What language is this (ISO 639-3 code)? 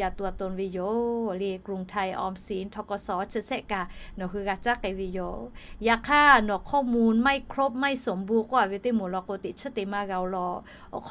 lhu